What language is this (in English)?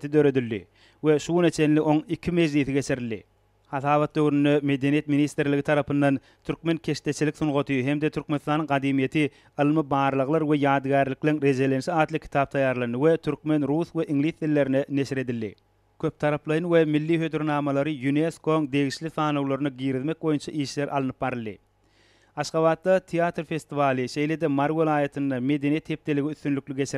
Turkmen